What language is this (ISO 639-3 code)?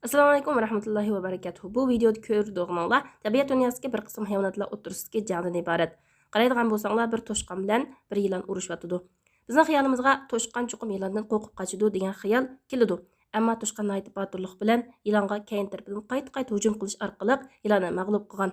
uig